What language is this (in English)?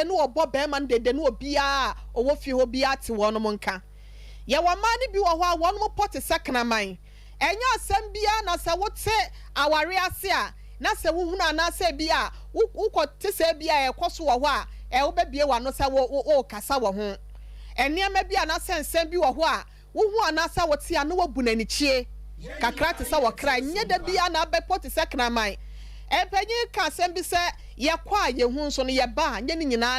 Akan